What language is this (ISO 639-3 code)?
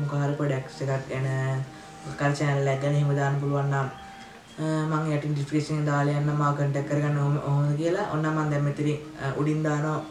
sin